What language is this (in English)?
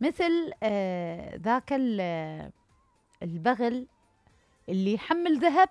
Mesopotamian Arabic